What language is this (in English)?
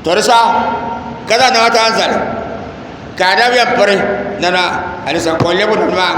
Dagbani